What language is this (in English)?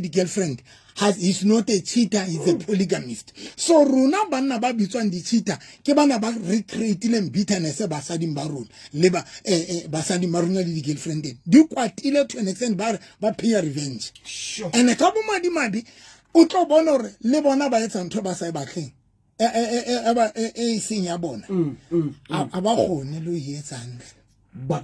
Southern Sotho